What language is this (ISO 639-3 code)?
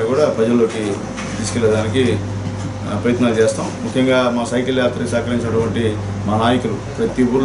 tel